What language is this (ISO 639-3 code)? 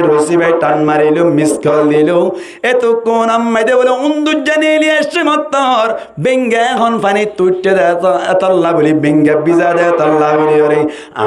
rhg